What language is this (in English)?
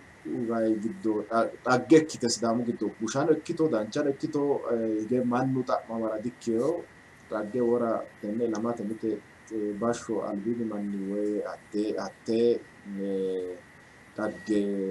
Sidamo